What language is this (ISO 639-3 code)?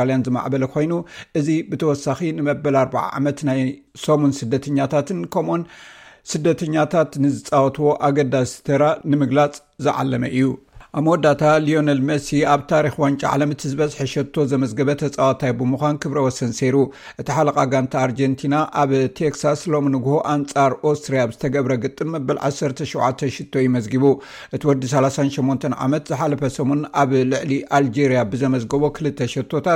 tir